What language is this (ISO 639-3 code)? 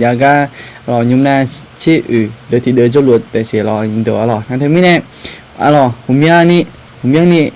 ahk